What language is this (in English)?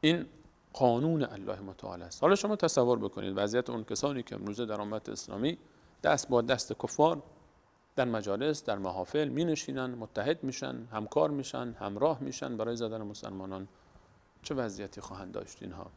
Persian